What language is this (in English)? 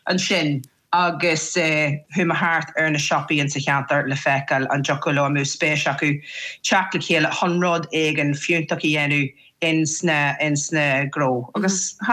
Irish